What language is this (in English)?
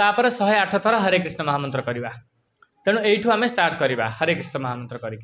Odia